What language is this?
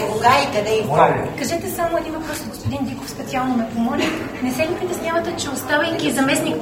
Bulgarian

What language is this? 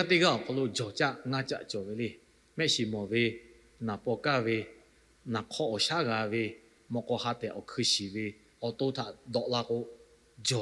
Lahu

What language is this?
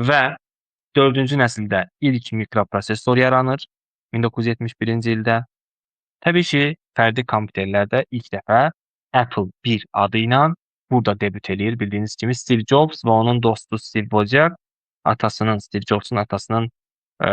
Azerbaijani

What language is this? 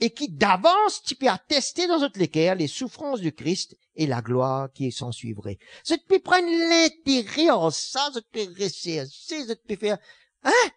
Morisyen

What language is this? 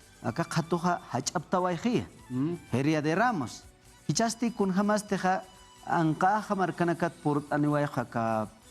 Aymara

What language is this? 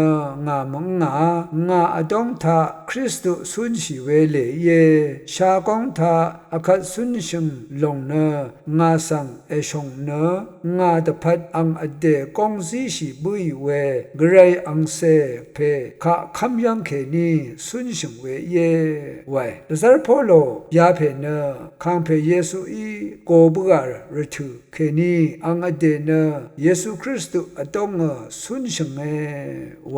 Rawang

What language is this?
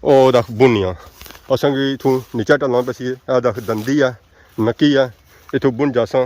Pahari-Potwari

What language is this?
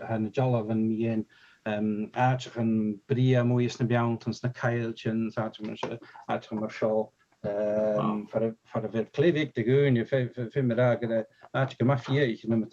Scottish Gaelic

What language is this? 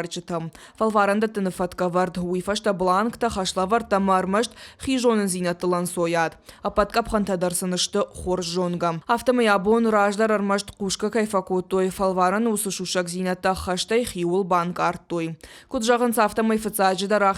Ossetic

